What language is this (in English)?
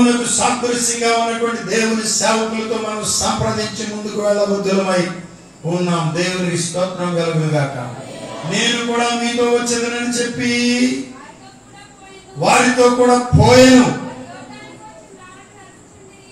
Telugu